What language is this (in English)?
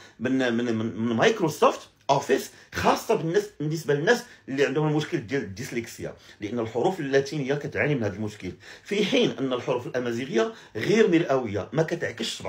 Moroccan Arabic